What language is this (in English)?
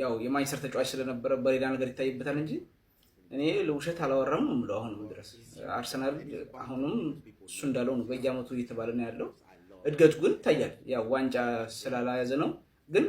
Amharic